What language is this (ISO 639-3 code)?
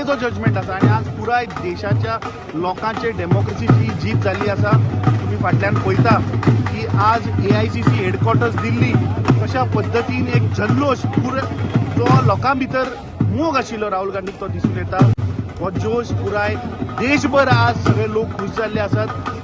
kok